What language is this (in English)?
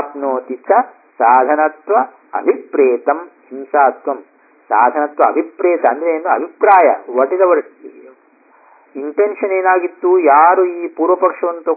Kannada